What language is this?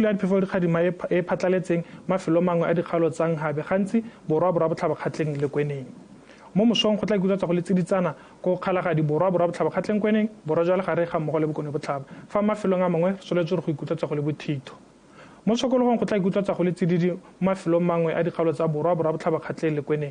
Tswana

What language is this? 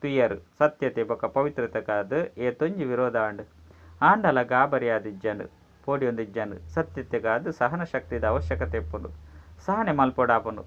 Tulu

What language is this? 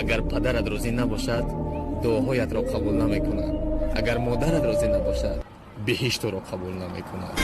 Tajik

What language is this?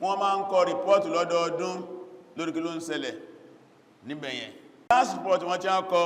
Yoruba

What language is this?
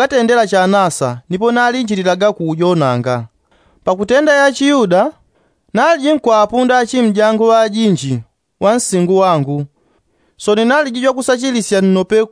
Yao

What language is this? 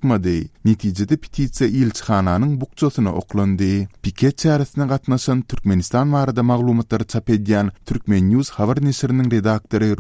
Turkmen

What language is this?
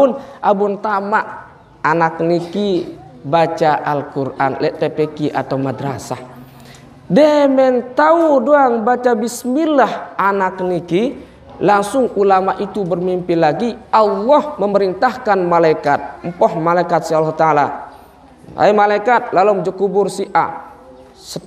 Sasak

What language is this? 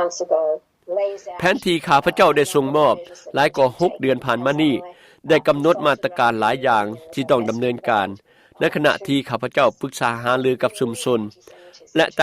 Lao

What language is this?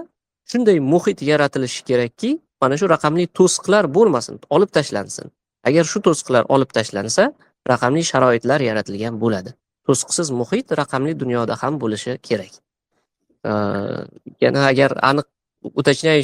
Uzbek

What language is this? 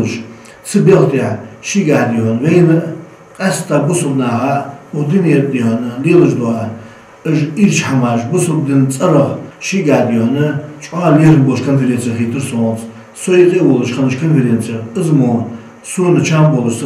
Ingush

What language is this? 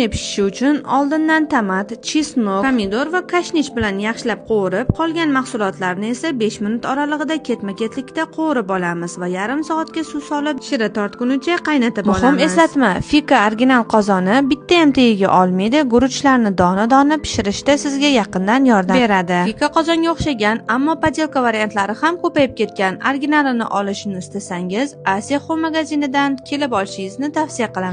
Uzbek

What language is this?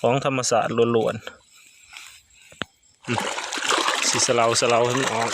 Northeastern Thai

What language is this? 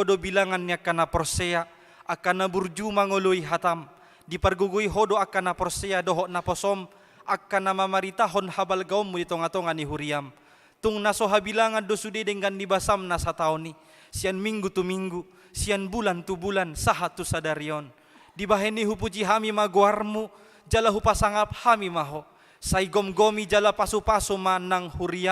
Batak Toba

